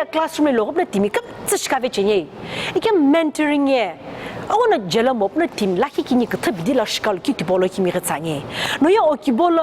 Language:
Sumi Naga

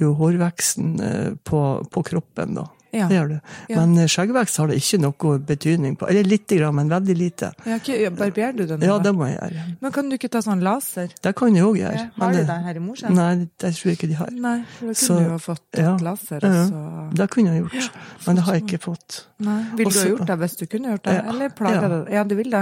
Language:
Norwegian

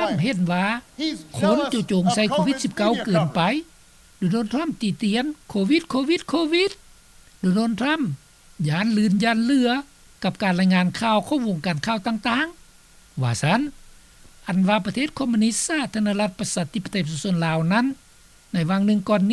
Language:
Lao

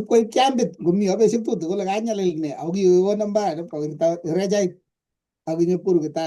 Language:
Kalenjin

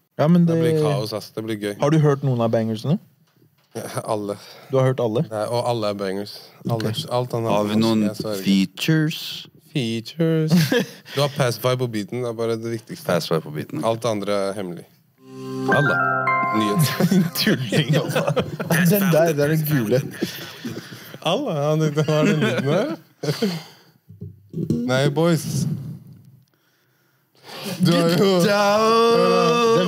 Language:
Norwegian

